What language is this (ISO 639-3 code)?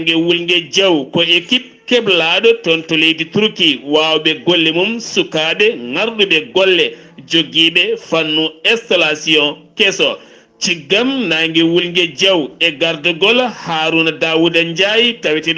ful